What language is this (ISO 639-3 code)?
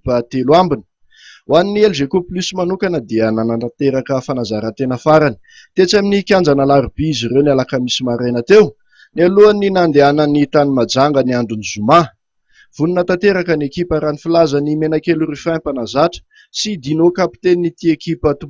mlg